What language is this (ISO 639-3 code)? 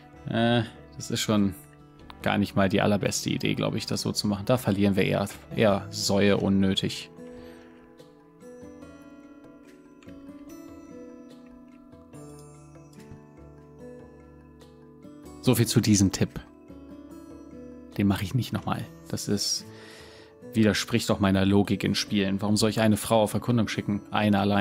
deu